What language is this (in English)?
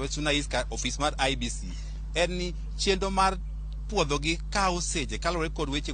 Luo (Kenya and Tanzania)